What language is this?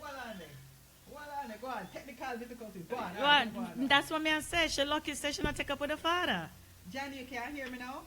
Jamaican Creole English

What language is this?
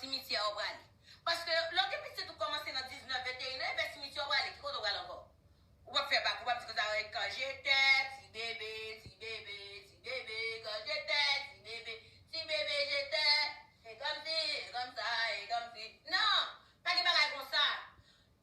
Haitian Creole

